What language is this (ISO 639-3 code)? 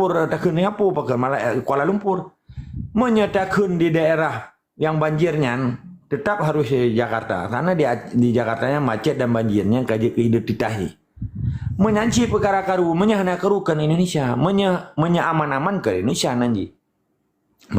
ace